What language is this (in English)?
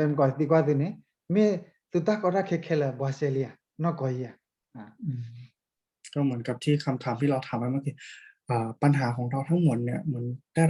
S'gaw Karen